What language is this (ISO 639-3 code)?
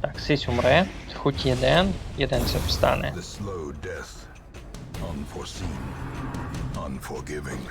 rue